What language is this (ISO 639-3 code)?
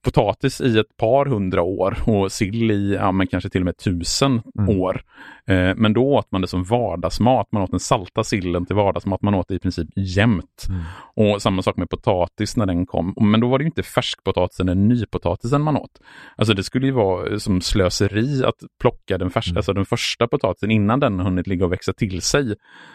swe